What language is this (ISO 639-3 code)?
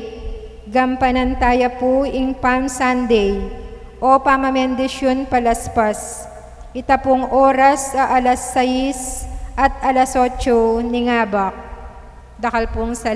pam